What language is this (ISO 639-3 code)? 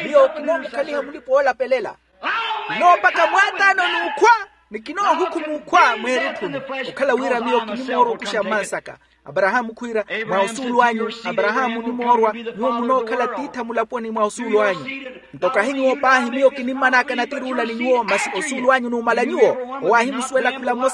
vmw